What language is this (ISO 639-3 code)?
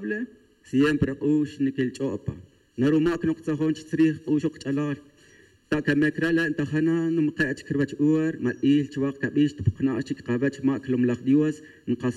tzj